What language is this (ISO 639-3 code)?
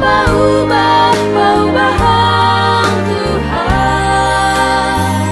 bts